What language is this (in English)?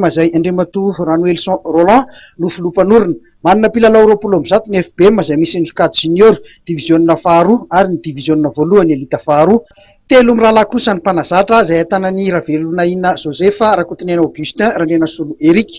Malagasy